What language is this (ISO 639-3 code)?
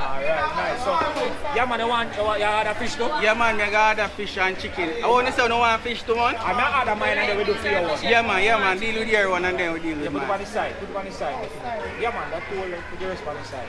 jam